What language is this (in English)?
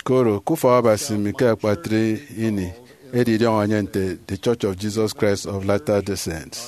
Efik